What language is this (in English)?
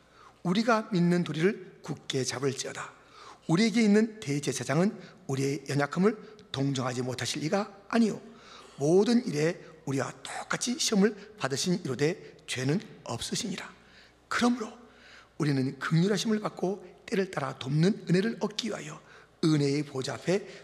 Korean